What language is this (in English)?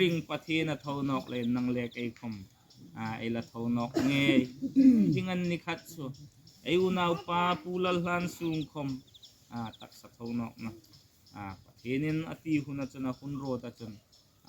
Hmar